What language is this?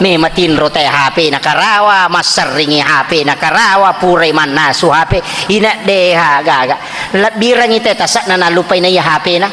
Buginese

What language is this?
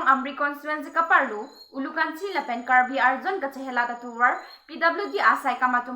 Karbi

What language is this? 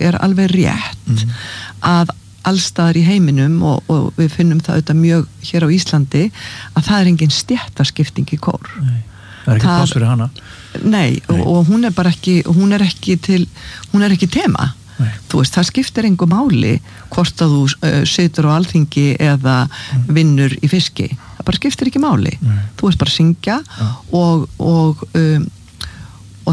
Icelandic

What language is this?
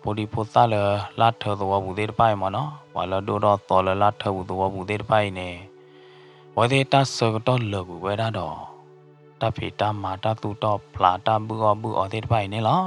S'gaw Karen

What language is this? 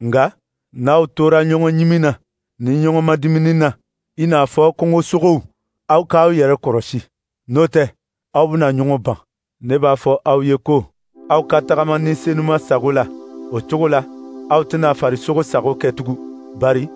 Dyula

